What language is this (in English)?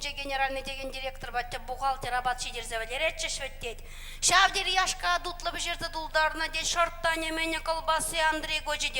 Chuvash